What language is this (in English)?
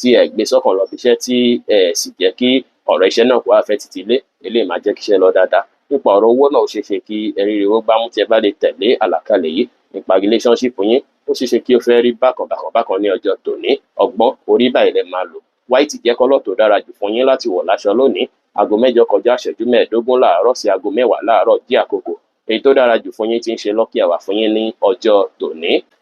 Yoruba